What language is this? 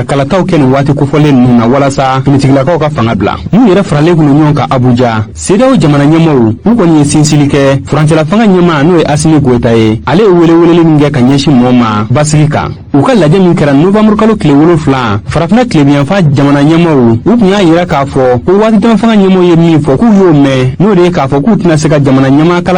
Bambara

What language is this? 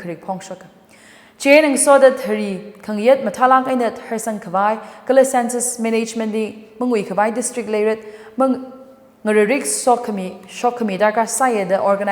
Tangkhul Naga (India)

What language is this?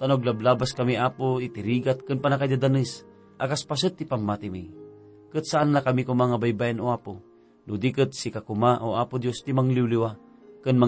Iloko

